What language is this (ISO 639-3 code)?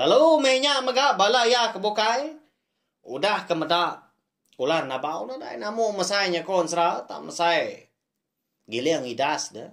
iba